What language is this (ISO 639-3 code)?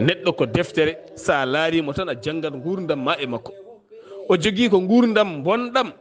ful